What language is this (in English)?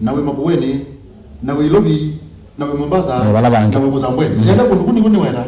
Kamba